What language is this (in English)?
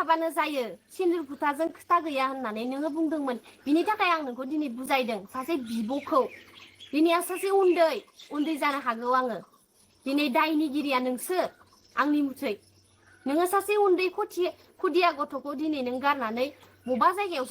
Bodo